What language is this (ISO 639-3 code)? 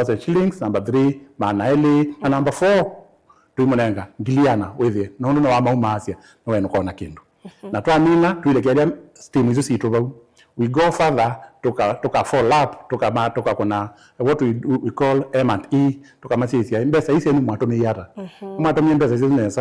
kam